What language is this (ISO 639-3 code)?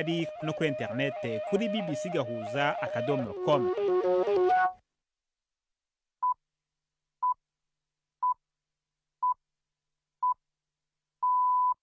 kin